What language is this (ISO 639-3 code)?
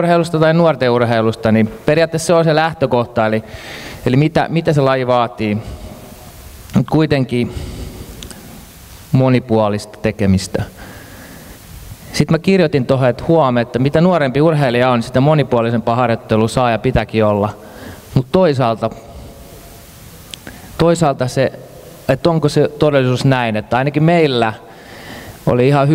fin